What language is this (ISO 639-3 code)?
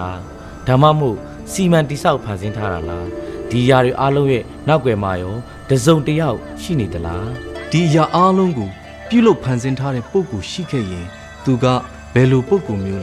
mya